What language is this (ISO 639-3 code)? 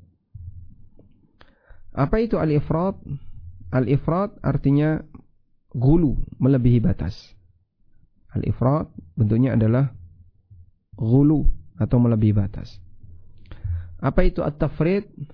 ind